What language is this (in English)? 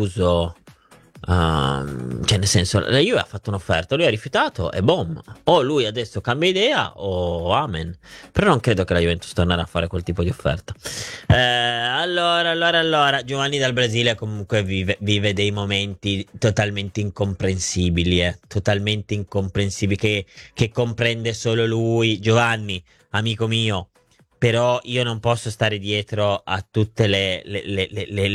Italian